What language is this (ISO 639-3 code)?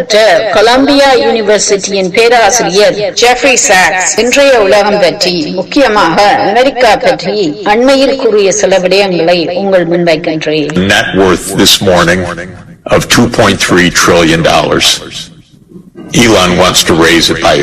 tam